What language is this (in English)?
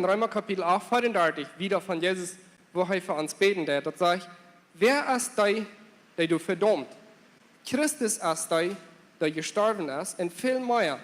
Plautdietsch